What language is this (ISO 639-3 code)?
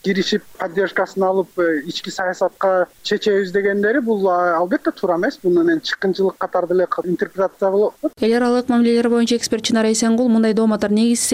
kir